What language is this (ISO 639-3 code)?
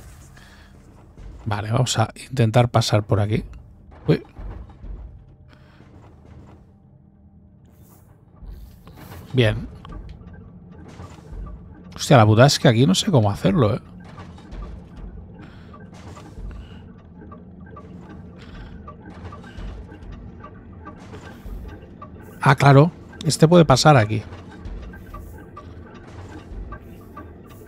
spa